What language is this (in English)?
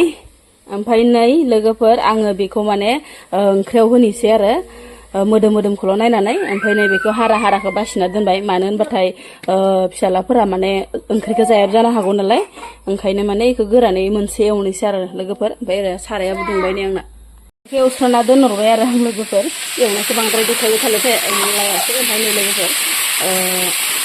Bodo